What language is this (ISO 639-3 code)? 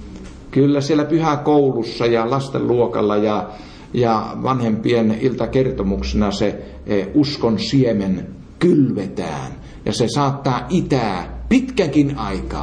fin